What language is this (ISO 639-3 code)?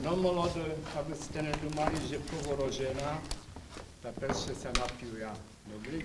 rue